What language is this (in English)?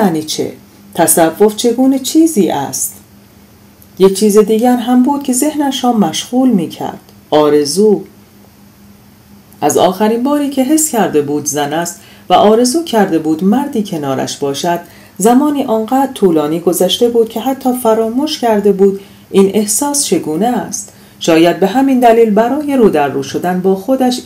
Persian